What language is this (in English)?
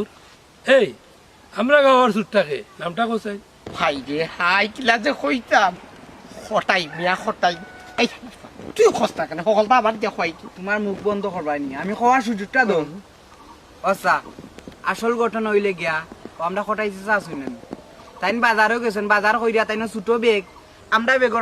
Sylheti